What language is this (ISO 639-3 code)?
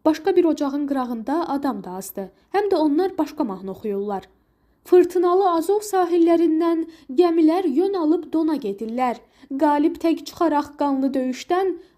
aze